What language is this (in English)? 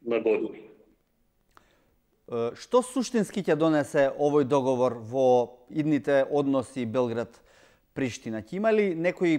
Macedonian